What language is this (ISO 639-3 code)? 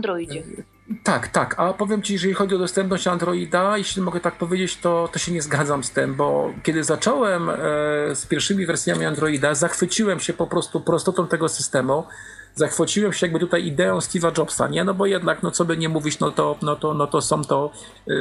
pol